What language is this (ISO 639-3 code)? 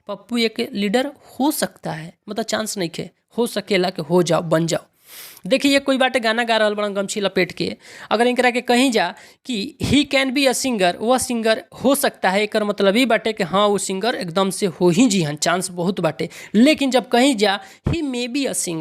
bho